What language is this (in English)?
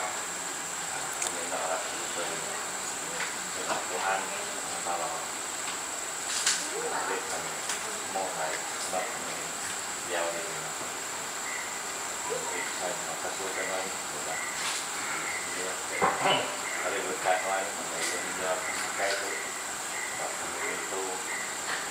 Malay